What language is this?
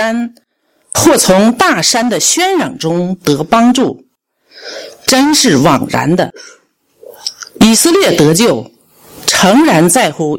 Chinese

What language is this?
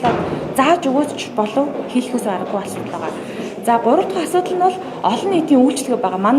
Mongolian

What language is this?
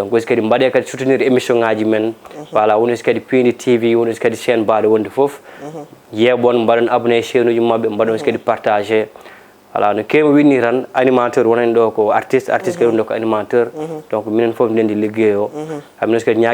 Fula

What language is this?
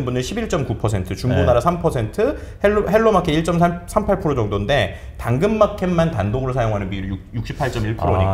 Korean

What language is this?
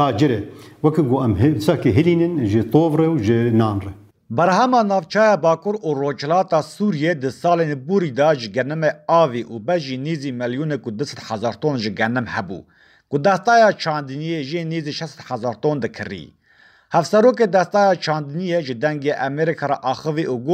Kurdish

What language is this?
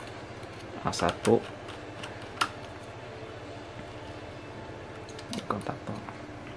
Indonesian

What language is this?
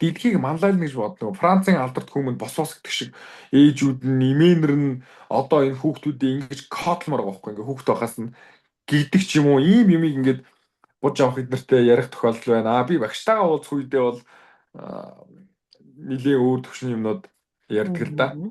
Mongolian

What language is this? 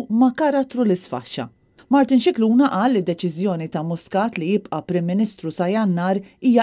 Maltese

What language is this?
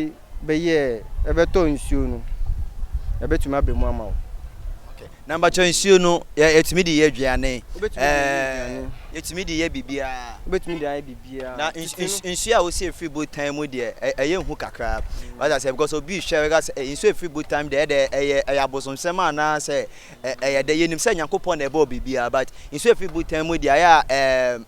Akan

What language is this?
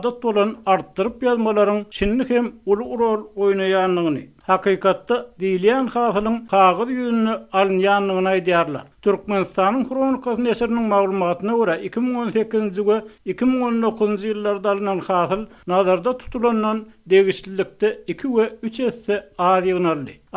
Turkmen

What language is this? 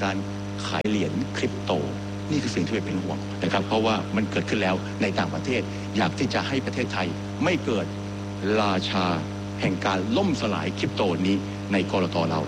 Thai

